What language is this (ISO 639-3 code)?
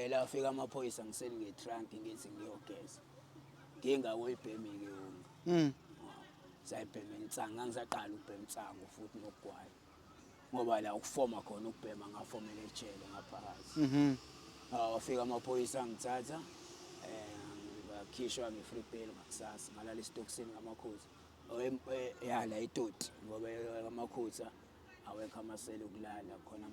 zul